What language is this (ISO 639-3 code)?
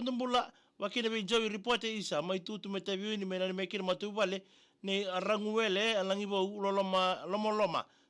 fij